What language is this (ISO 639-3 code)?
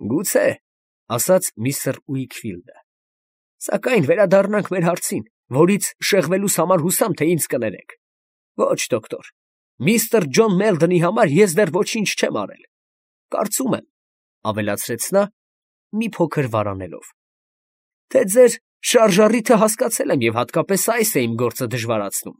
hye